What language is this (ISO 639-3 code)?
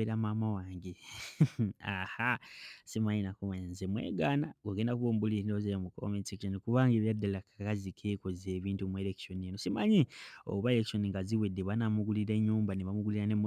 lug